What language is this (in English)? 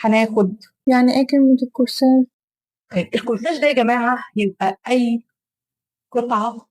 Egyptian Arabic